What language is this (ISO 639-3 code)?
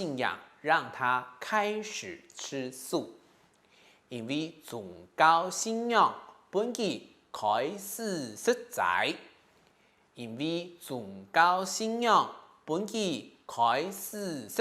hak